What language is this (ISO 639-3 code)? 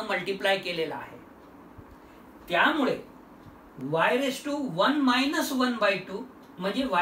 mar